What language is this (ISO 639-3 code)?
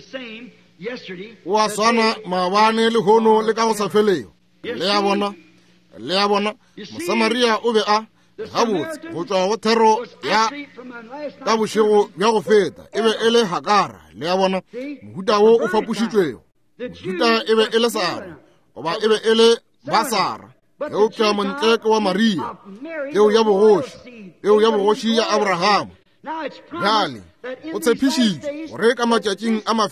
nso